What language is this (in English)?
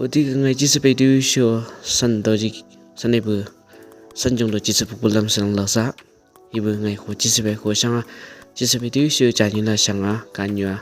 Chang Naga